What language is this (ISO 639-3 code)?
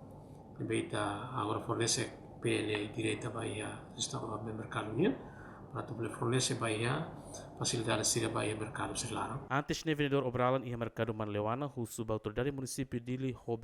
tet